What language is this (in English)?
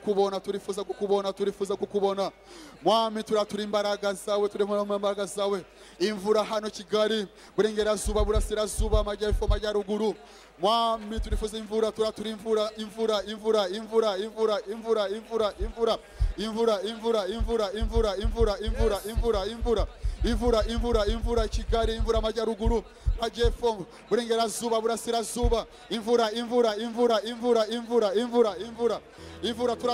Kinyarwanda